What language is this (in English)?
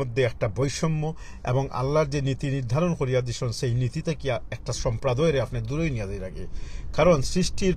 Sylheti